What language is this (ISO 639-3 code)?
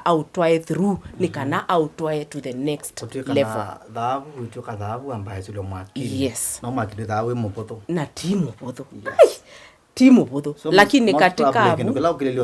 kam